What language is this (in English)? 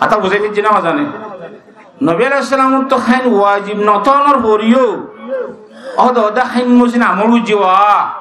Rohingya